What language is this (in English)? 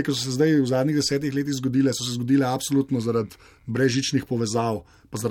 Slovenian